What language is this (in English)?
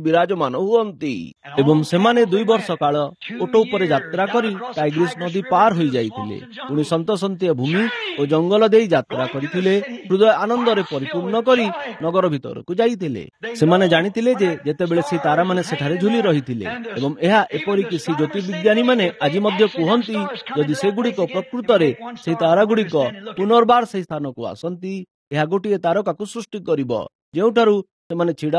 Odia